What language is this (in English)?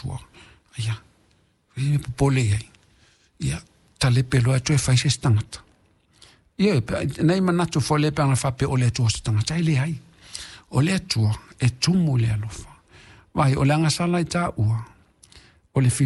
Samoan